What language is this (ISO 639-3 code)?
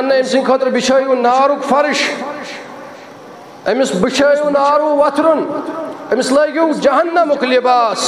kas